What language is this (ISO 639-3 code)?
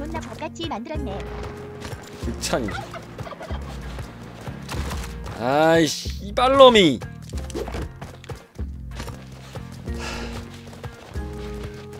kor